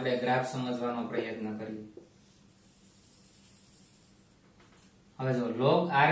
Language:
Gujarati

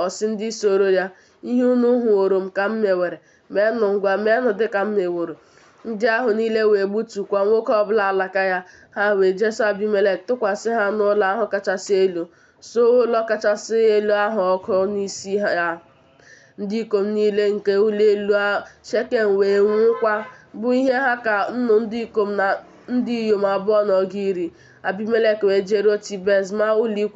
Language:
Igbo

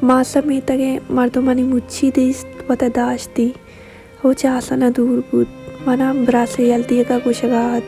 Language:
Baluchi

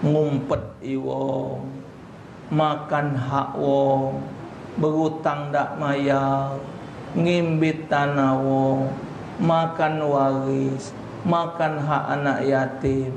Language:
Musi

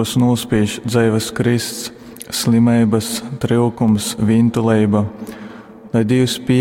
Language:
Latgalian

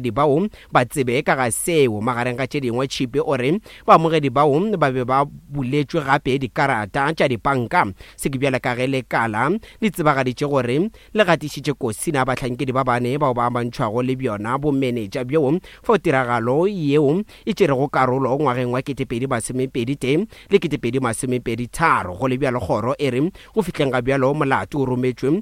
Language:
Northern Sotho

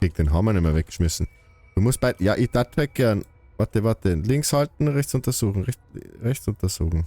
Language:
Bavarian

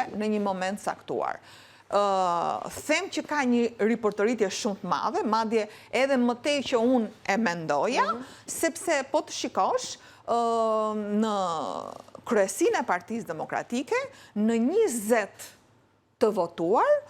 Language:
Albanian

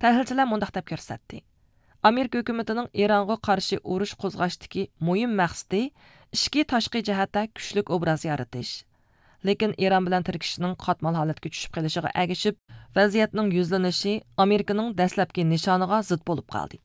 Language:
Uyghur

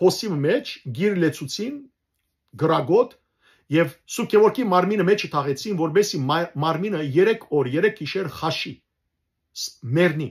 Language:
Western Armenian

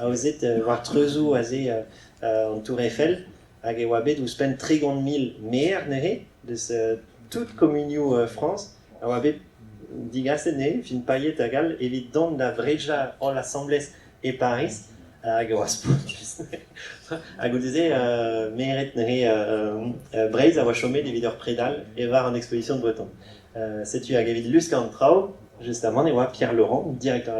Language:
Breton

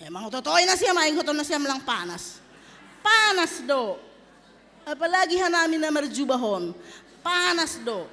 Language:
Batak Simalungun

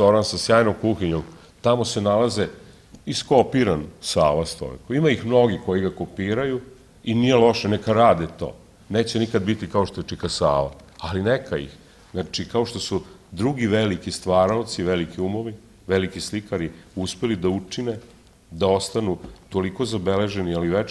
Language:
Serbian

